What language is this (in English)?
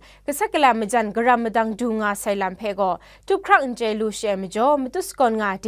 Kachin